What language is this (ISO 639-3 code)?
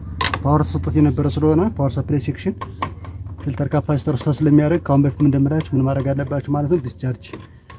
amh